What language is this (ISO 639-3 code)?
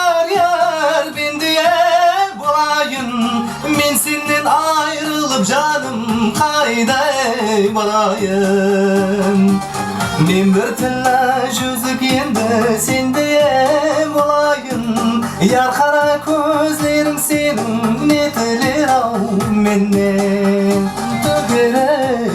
kaa